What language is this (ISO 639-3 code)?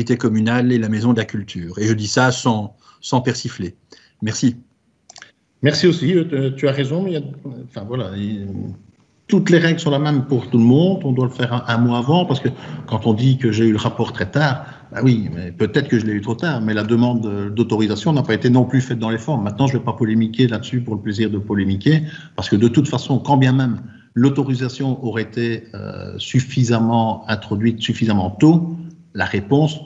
fra